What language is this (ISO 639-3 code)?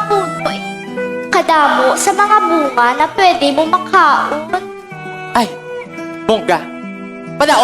hil